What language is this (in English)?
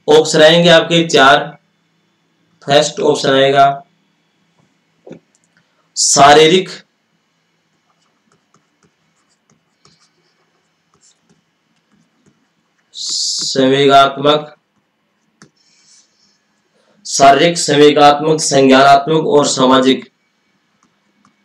Hindi